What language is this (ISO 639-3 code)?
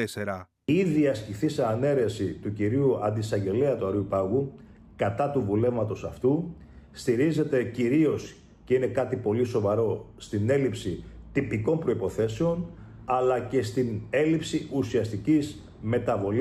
ell